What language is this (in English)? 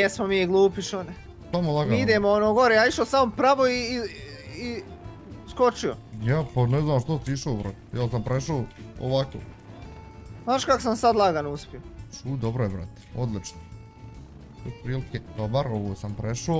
Bosnian